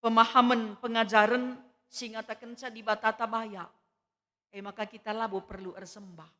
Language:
Batak Karo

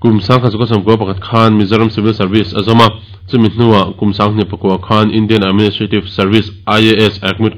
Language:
Mizo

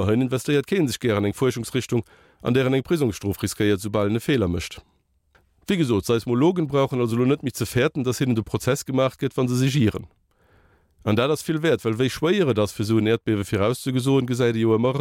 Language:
Luxembourgish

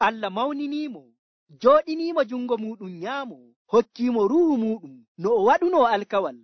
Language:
Nigerian Fulfulde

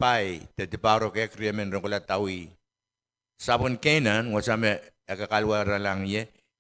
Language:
Pohnpeian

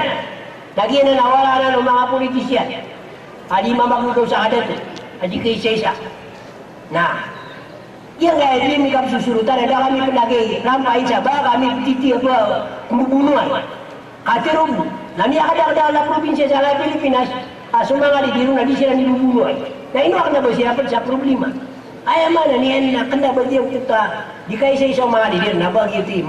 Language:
Maranao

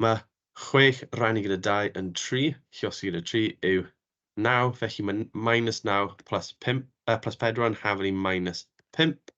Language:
Welsh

